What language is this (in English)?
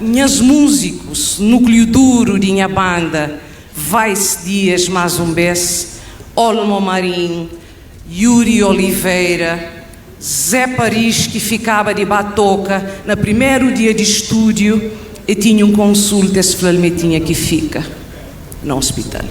Kabuverdianu